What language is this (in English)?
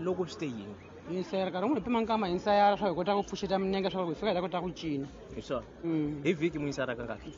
Tsonga